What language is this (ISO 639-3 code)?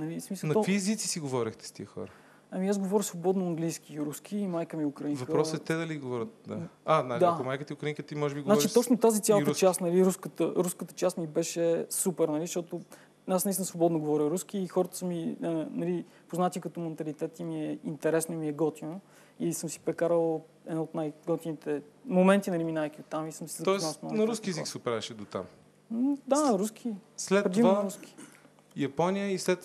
bul